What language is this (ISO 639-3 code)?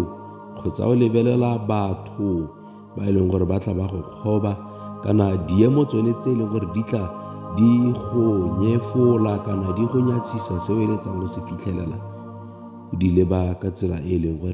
tsn